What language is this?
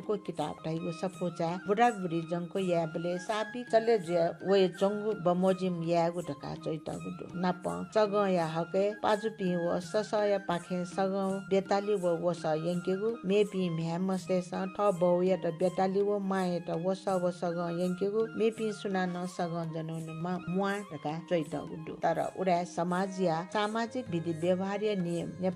Newari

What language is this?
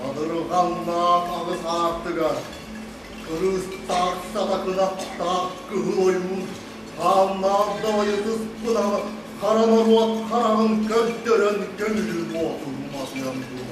Yakut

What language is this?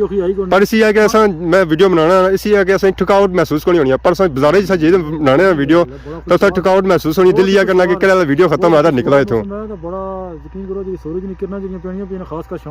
Pahari-Potwari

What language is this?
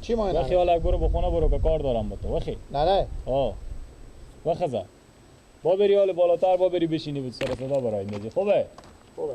Persian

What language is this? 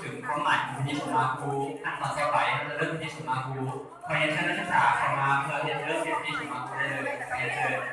Lao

